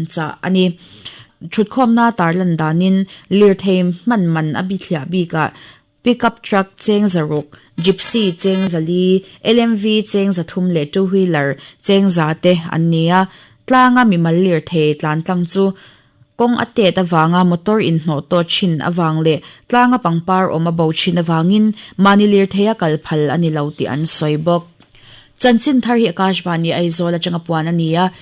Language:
Mizo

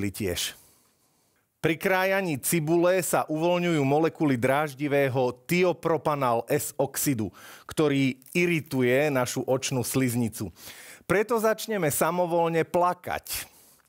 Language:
Slovak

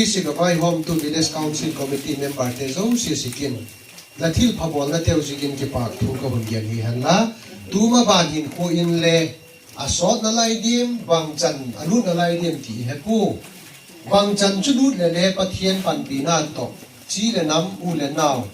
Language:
Paite Chin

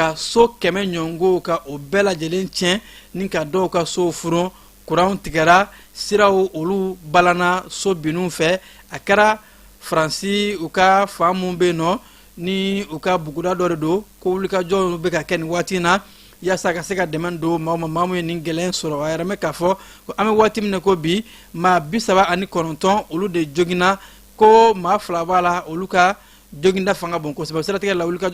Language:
Bambara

